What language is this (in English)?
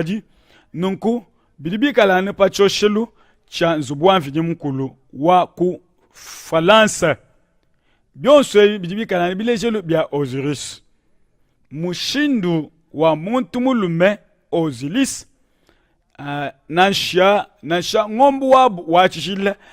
Luba-Lulua